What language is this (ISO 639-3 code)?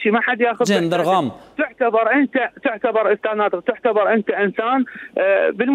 acm